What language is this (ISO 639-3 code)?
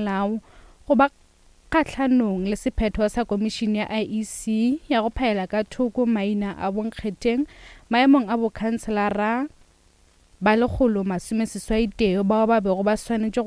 nso